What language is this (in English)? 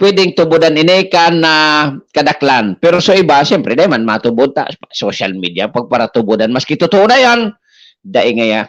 Bikol